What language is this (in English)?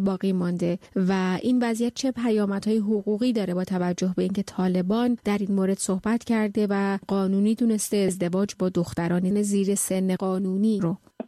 Persian